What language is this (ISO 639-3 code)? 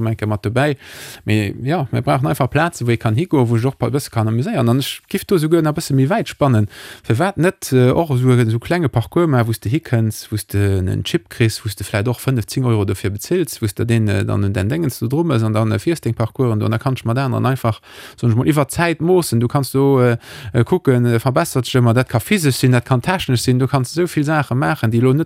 ltz